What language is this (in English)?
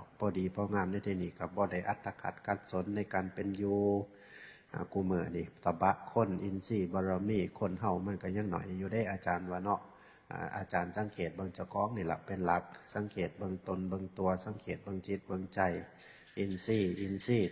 Northeastern Thai